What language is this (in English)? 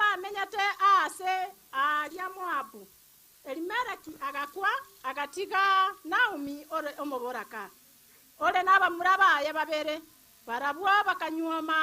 Gusii